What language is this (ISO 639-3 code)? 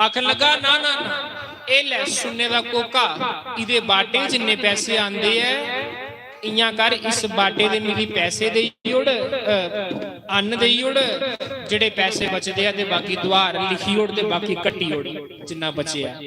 doi